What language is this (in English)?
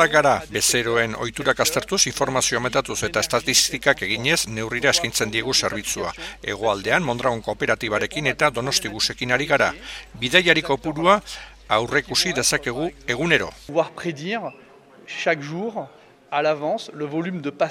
Basque